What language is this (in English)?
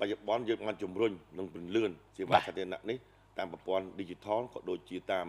Khmer